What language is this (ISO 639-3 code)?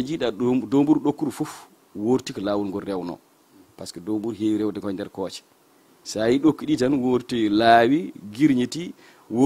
ful